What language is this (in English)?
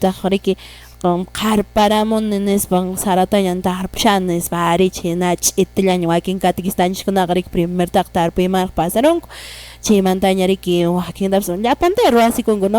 Quechua